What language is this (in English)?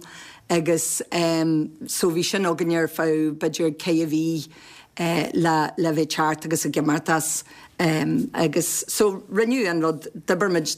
Irish